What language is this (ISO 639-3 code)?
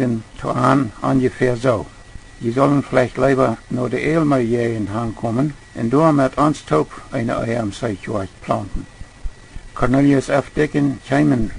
pdt